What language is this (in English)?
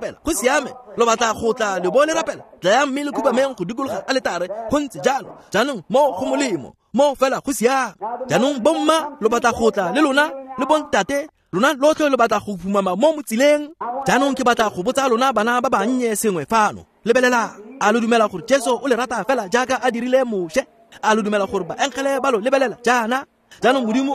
Tswana